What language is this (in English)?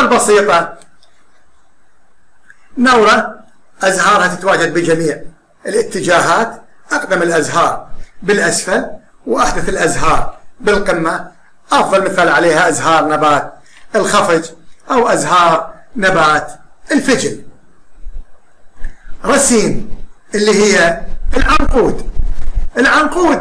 Arabic